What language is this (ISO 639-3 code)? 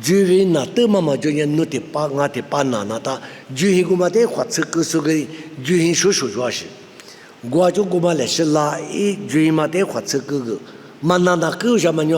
lis